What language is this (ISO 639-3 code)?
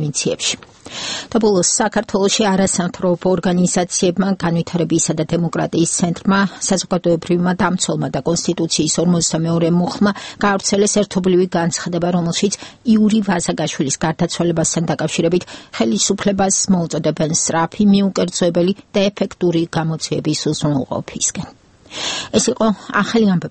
kat